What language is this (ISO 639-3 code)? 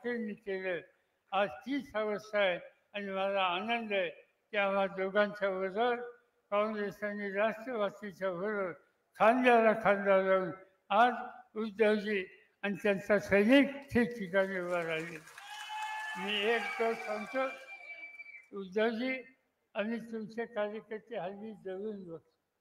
mar